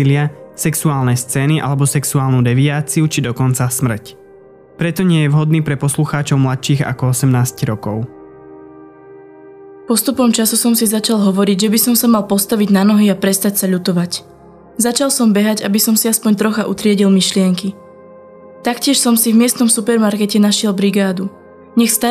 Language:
Slovak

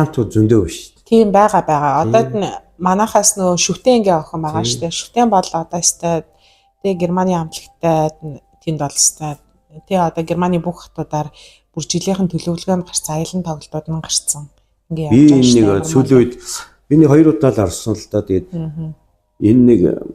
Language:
Mongolian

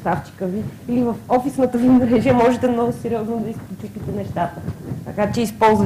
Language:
Bulgarian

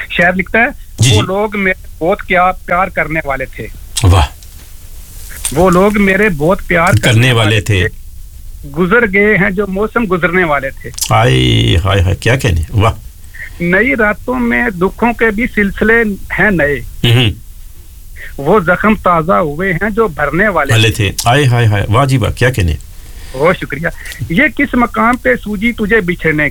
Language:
Urdu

